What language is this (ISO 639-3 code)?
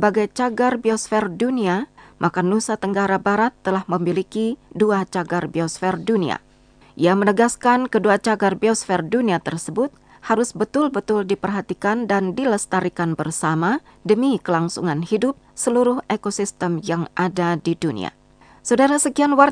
ind